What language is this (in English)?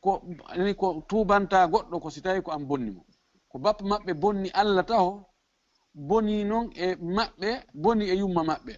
Fula